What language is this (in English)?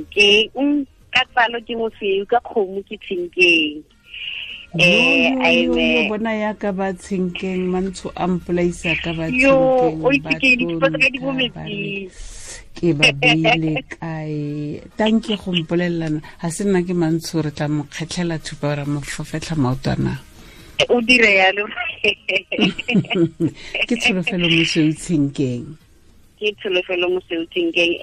Tswana